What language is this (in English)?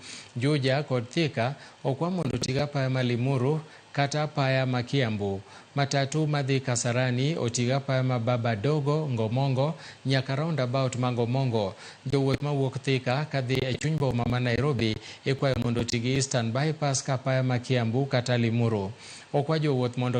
Luo (Kenya and Tanzania)